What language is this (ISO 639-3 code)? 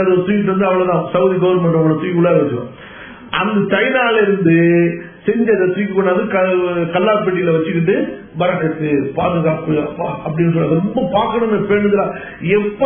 tam